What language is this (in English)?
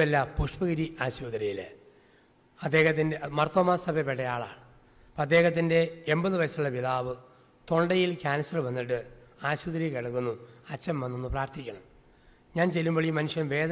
Malayalam